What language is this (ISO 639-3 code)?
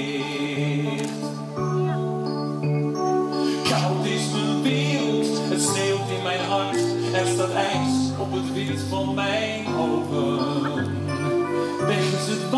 nld